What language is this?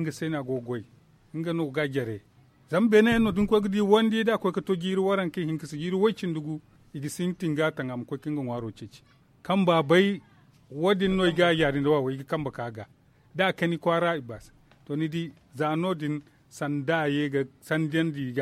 Zarma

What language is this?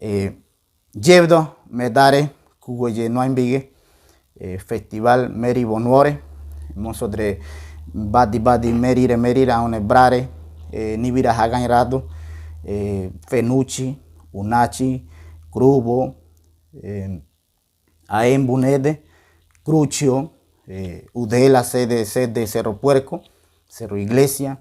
Ngäbere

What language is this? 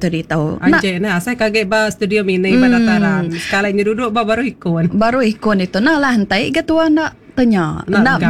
Iban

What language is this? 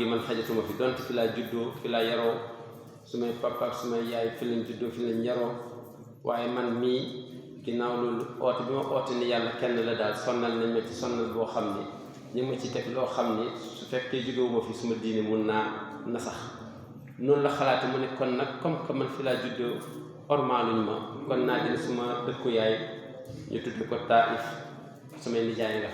Wolof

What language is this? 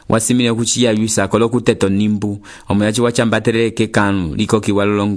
Umbundu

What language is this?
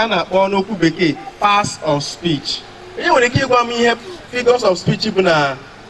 Igbo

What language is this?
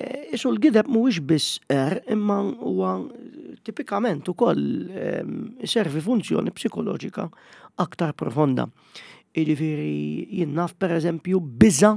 Maltese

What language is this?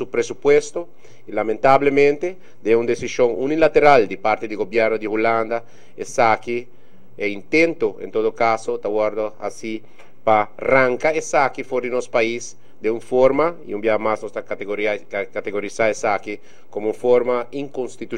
Papiamento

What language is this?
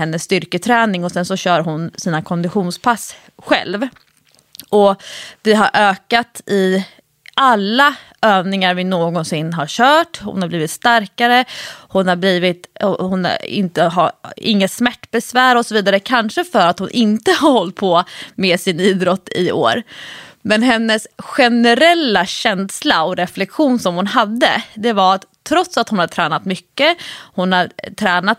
Swedish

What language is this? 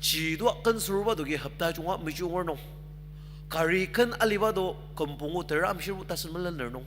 Ao Naga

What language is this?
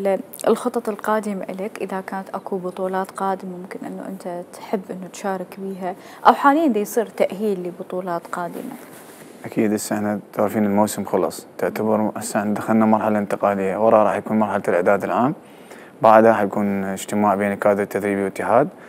Mesopotamian Arabic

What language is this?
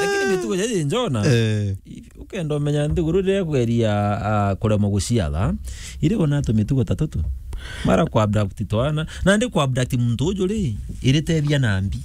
Meru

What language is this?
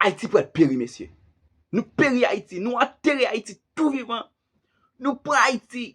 Haitian Creole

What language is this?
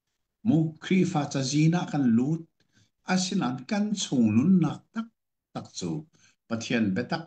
Hakha Chin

